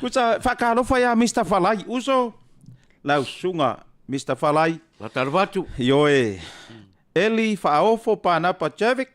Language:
Samoan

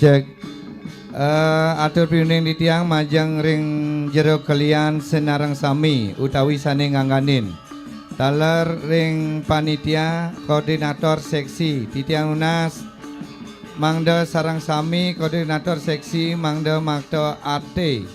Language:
Balinese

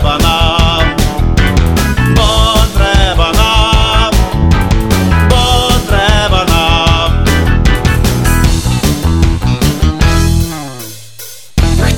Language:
Ukrainian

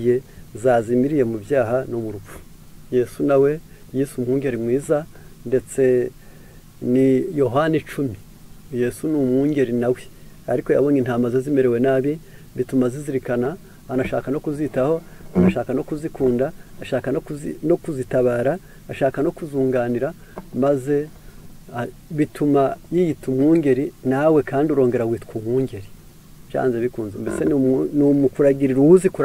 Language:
Kinyarwanda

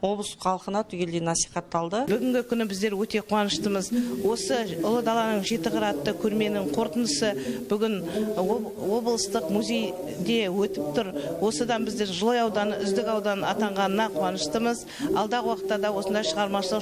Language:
Kazakh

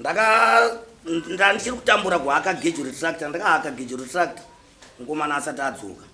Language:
Shona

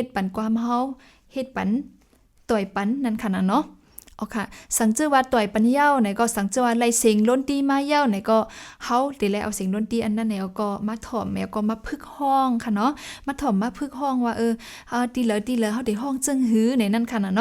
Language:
Shan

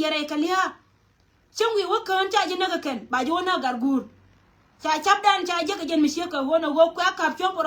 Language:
Nuer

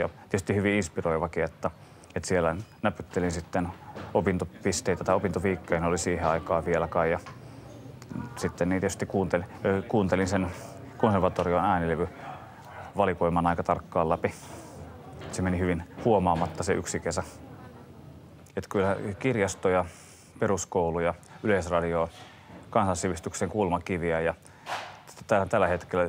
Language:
Finnish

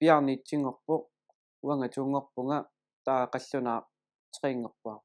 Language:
Kalaallisut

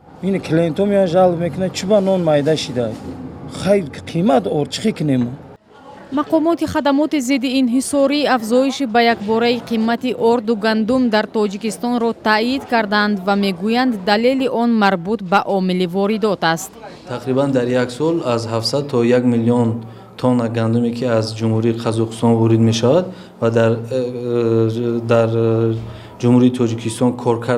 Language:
Tajik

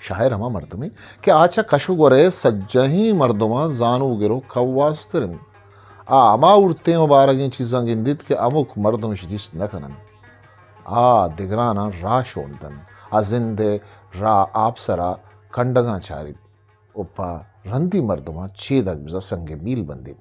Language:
Eastern Balochi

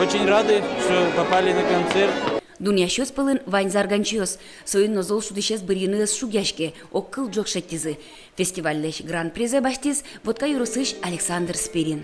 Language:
Udmurt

